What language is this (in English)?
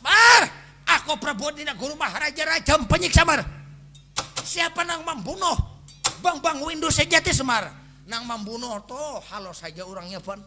Banjar